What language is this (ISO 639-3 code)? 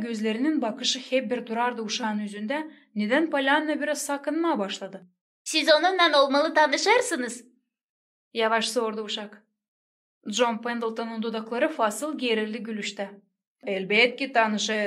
gag